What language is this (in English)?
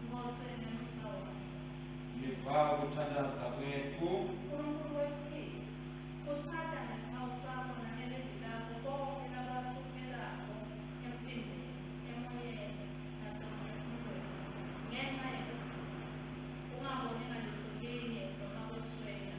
Swati